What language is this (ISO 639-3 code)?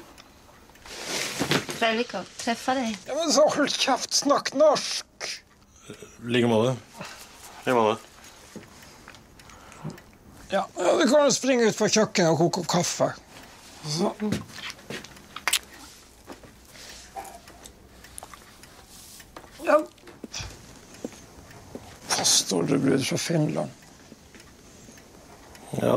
nor